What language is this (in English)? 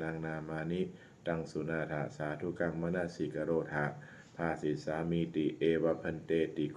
Pali